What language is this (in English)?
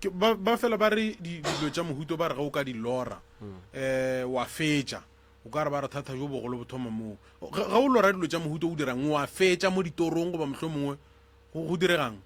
Northern Sotho